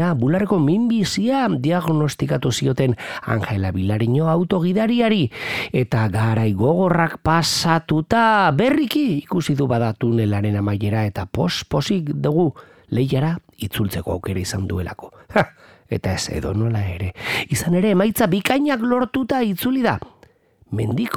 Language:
Basque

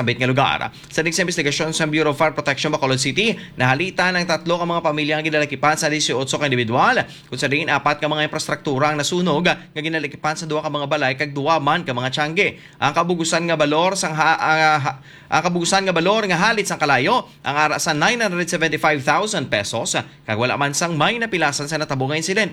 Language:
Hiligaynon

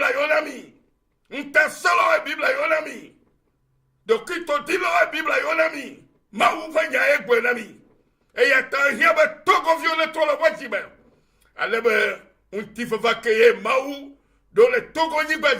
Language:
Ewe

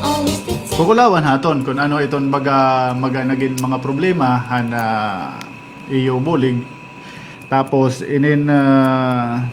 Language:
Waray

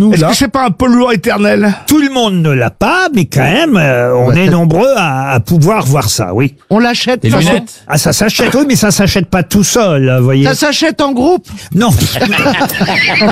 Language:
French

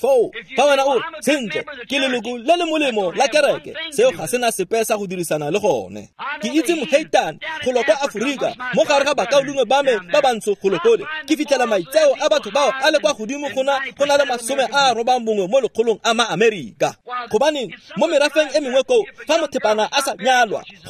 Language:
Tswana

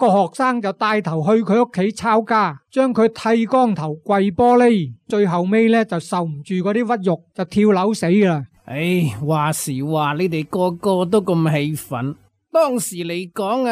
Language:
Cantonese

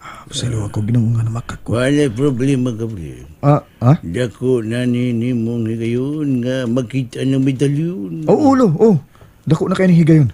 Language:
Cebuano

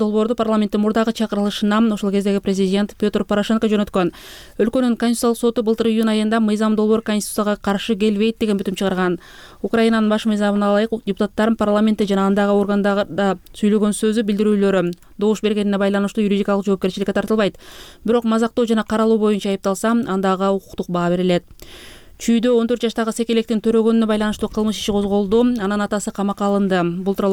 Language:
Kyrgyz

